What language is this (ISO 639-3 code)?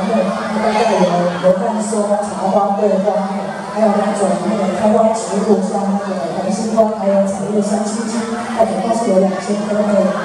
zho